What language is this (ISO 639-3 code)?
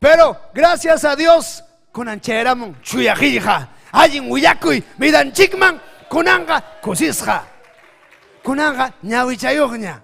quy